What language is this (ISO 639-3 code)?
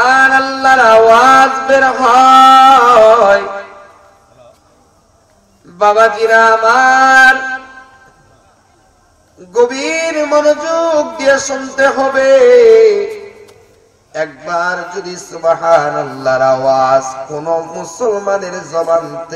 ben